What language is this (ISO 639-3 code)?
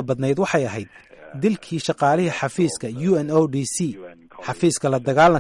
som